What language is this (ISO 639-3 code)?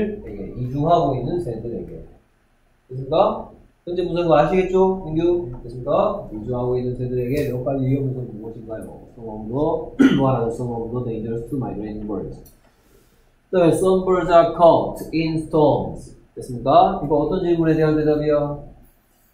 kor